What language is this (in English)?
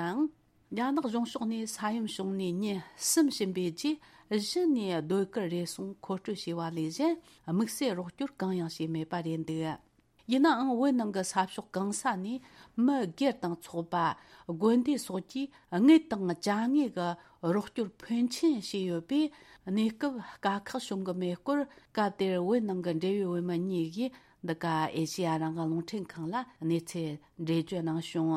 Tibetan